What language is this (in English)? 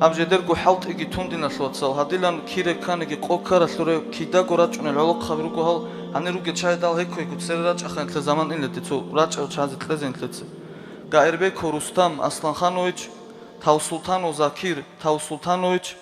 Avaric